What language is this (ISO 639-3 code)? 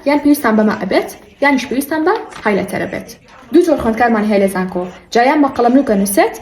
ckb